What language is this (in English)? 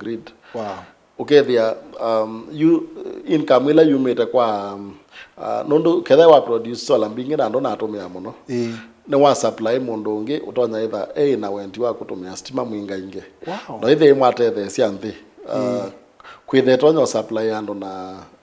Kamba